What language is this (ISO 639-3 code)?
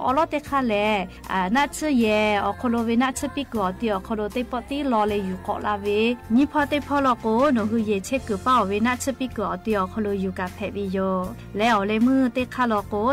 lhu